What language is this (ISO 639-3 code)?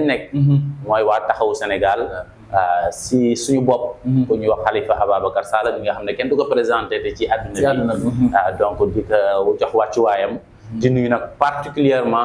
wol